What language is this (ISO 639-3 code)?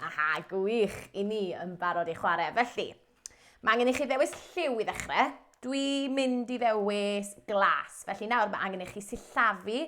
cym